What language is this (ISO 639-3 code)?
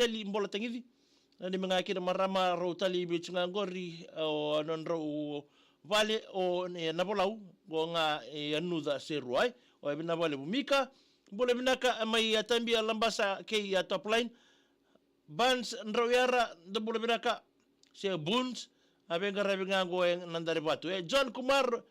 fij